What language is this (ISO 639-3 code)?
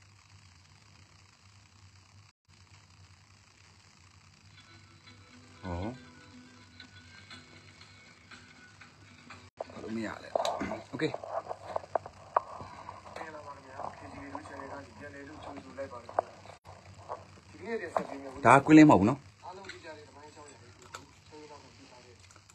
mya